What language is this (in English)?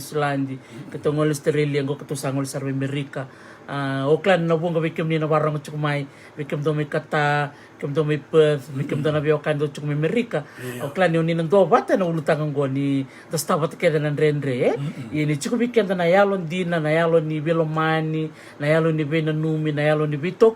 Fijian